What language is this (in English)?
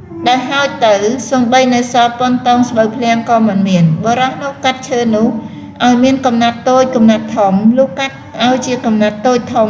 Khmer